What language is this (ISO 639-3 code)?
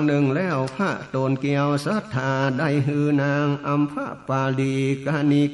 nod